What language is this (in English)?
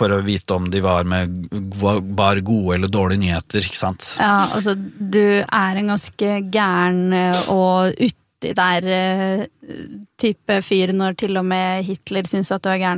Norwegian